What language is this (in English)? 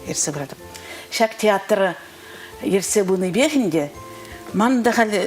Chuvash